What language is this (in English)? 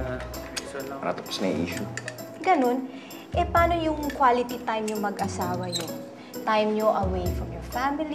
Filipino